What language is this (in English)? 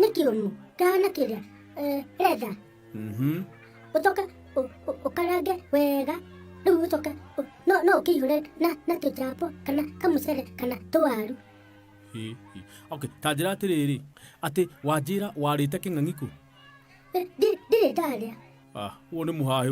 Kikuyu